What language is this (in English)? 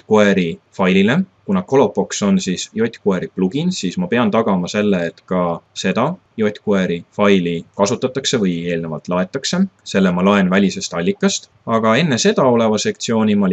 Estonian